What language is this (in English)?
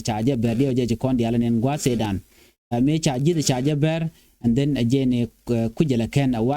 Nuer